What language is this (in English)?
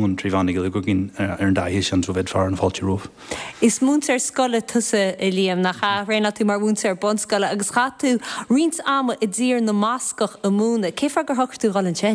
Irish